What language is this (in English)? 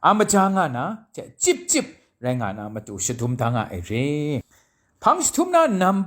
Kachin